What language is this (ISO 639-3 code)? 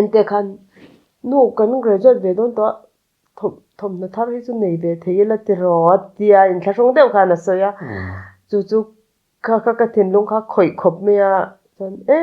lus